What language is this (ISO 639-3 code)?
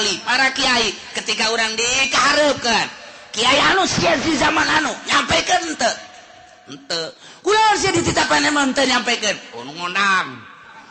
sun